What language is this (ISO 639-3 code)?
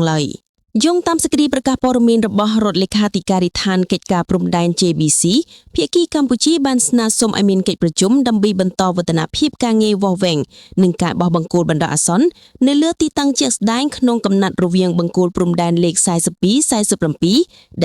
khm